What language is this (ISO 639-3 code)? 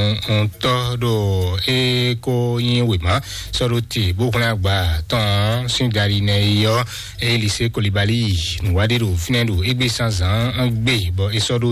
fon